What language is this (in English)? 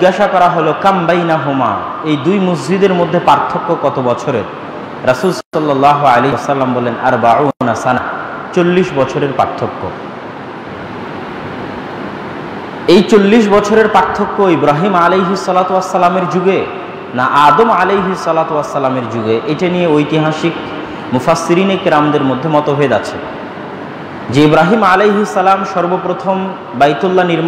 Bangla